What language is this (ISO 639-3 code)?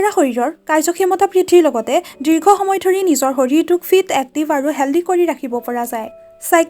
asm